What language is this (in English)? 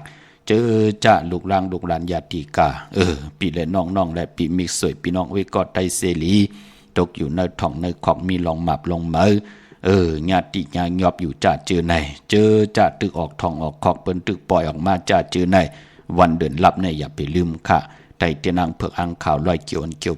Shan